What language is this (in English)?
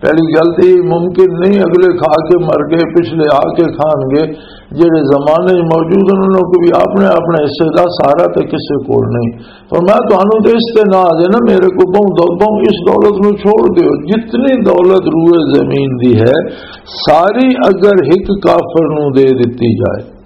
Western Panjabi